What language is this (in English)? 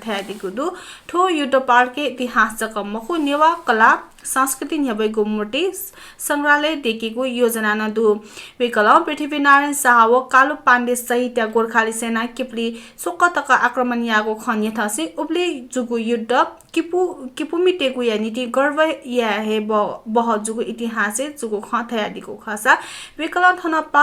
Newari